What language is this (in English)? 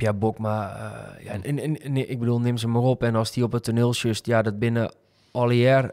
Western Frisian